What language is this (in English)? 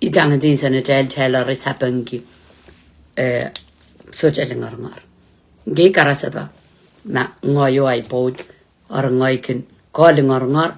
Pohnpeian